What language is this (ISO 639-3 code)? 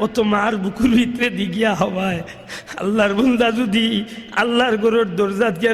syl